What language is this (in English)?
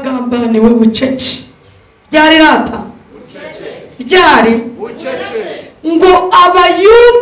Kinyarwanda